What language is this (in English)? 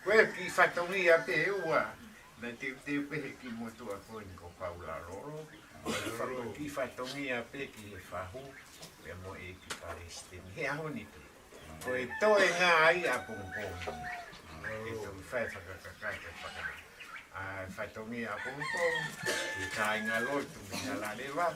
Tongan